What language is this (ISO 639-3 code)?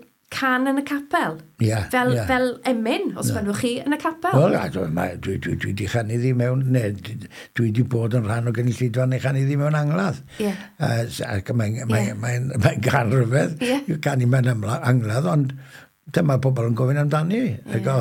cym